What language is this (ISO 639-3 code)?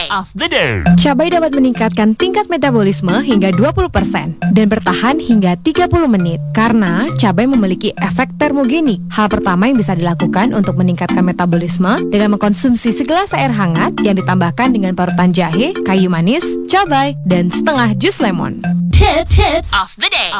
ind